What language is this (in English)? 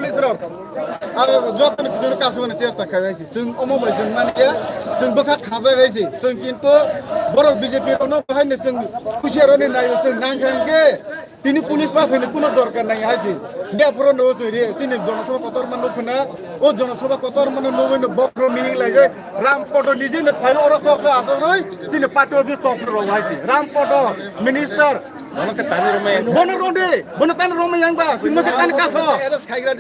Kok Borok